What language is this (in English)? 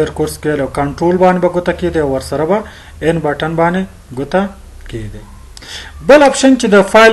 Pashto